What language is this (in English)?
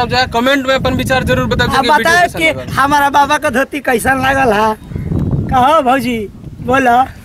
Bhojpuri